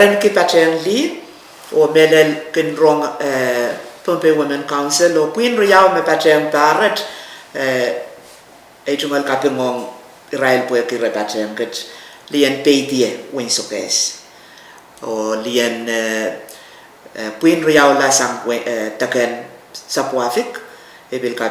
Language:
Pohnpeian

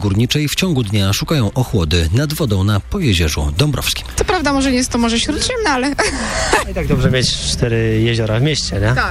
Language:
Polish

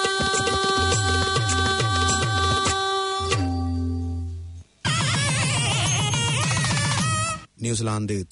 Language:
Tamil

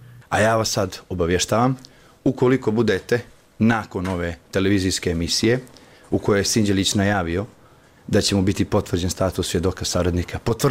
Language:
Croatian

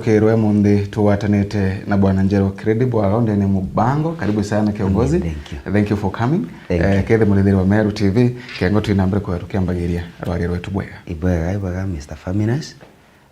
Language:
Meru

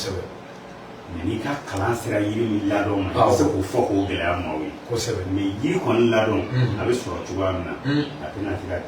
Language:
Bambara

